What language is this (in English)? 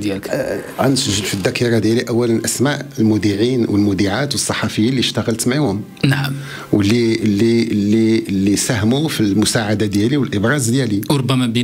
Moroccan Arabic